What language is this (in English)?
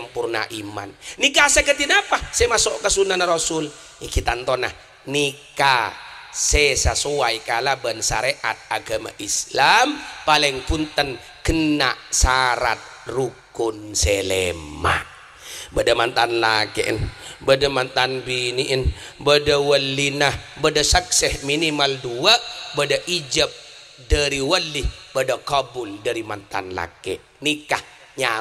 Madurese